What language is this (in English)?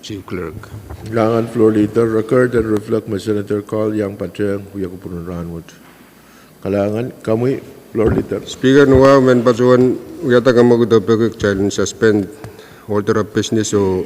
Pohnpeian